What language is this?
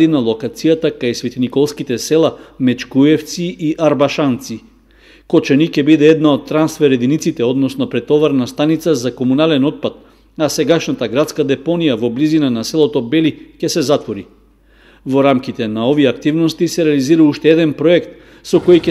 Macedonian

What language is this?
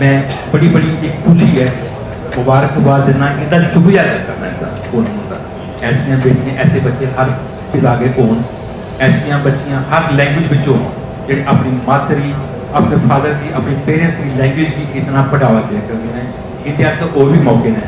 Dogri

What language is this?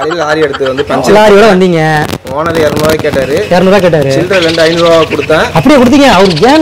Tamil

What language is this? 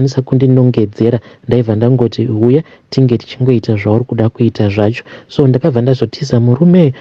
Shona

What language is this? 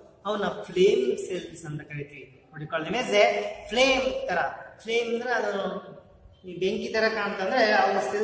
Kannada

